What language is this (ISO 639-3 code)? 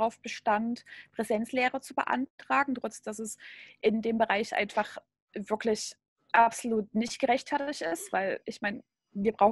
deu